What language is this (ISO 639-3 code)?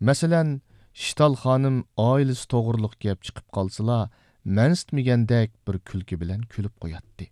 uig